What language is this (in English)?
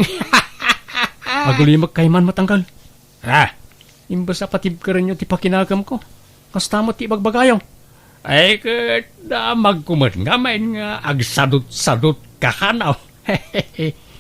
Iloko